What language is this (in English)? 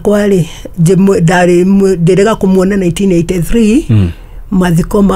Kikuyu